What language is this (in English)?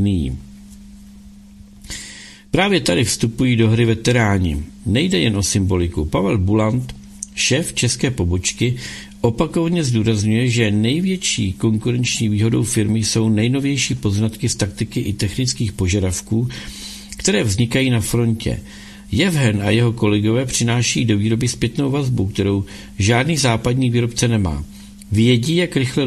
Czech